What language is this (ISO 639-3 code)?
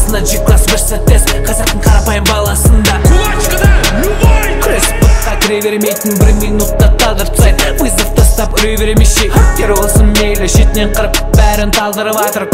kaz